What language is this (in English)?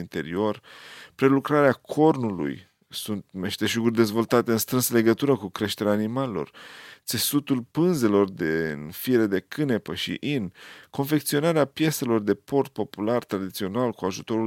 Romanian